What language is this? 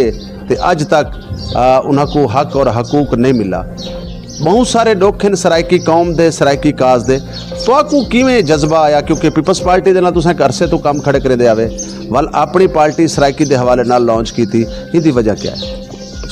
Saraiki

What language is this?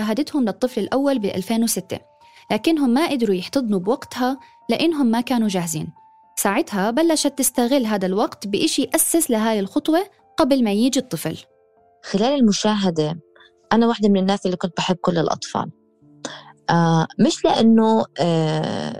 North Levantine Arabic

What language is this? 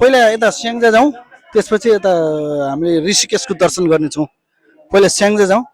Nepali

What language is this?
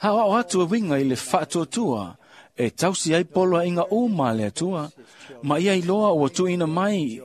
Samoan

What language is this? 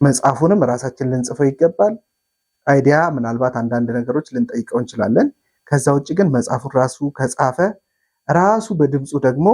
Amharic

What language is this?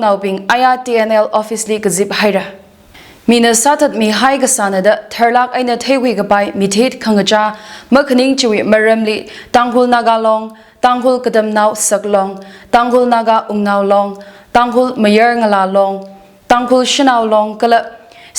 Tangkhul Naga (India)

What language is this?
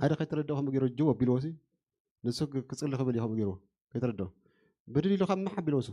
Tigrinya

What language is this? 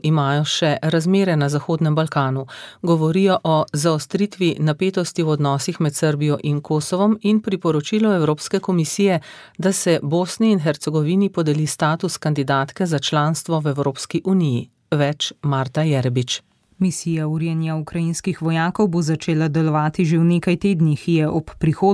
Slovenian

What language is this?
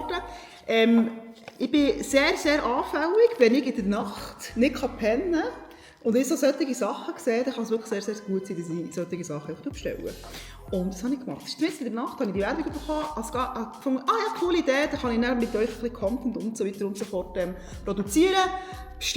Swiss German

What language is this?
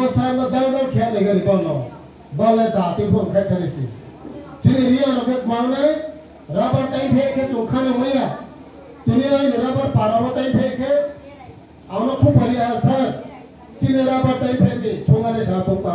Riang (India)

